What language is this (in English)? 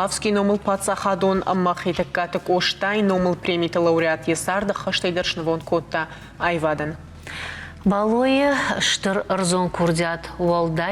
Ossetic